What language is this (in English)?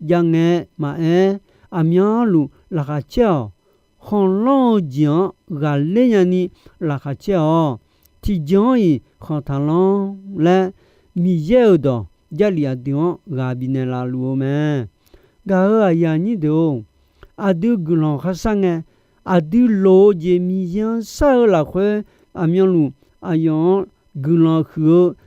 Akha